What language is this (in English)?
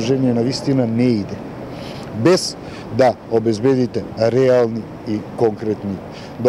Macedonian